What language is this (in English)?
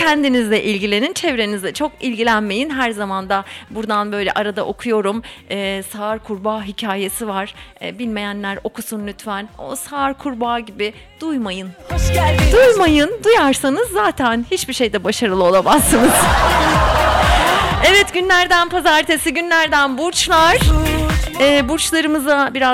Turkish